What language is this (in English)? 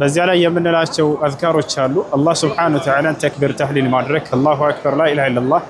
Amharic